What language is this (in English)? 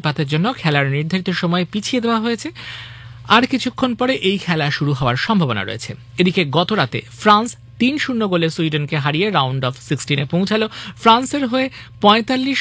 Bangla